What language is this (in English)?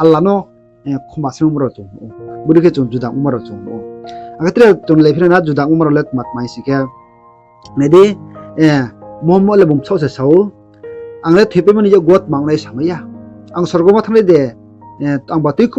Riang (India)